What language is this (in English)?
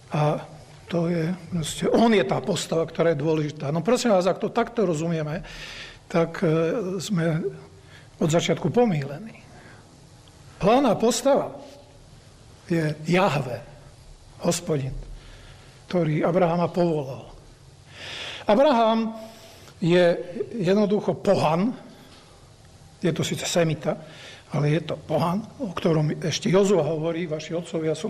Slovak